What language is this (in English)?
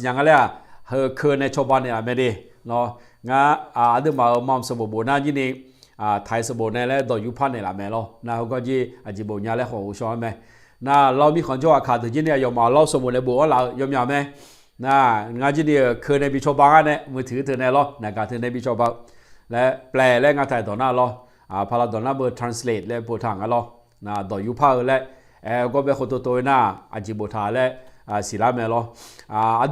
Akha